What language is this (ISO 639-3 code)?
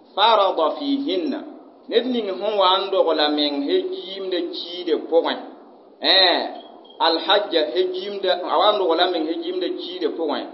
mos